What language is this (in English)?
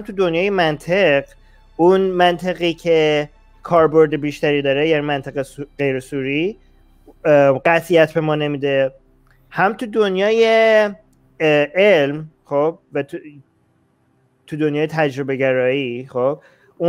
Persian